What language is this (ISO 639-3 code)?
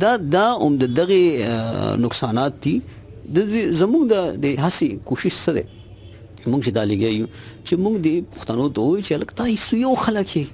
pus